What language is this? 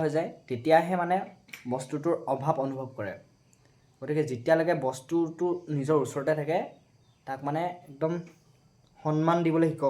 Assamese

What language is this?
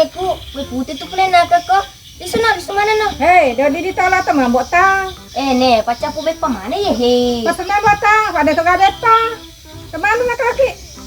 Buginese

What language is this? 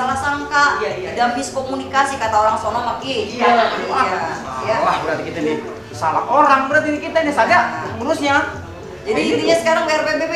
Betawi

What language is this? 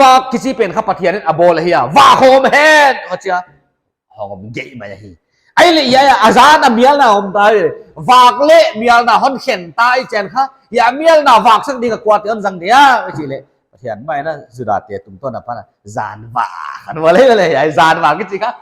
Paite Chin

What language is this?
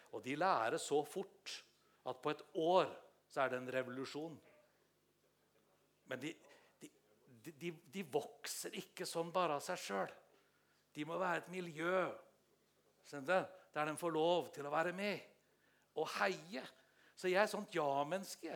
Norwegian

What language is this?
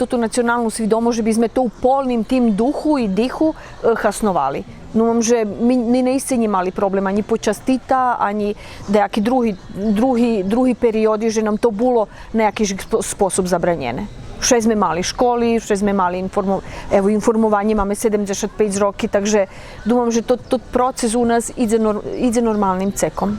Rusyn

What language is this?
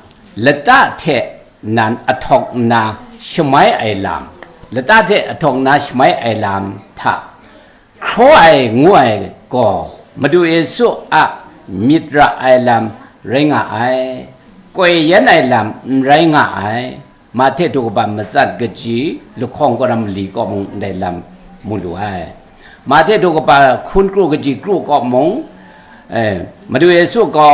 Kachin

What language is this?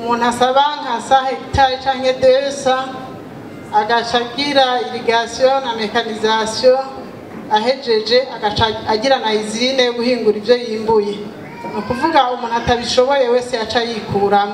Rundi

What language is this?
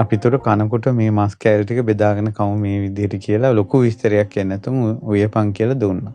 Sinhala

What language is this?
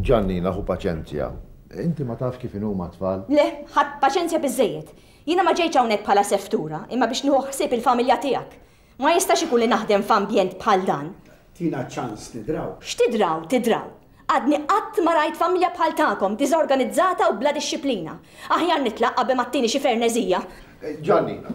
Maltese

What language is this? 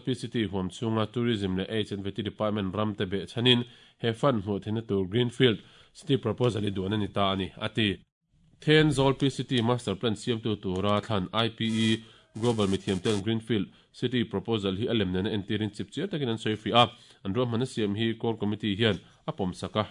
Mizo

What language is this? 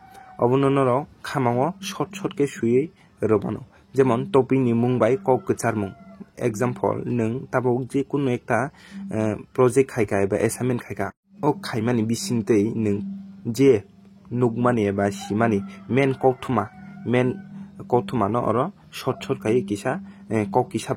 Kok Borok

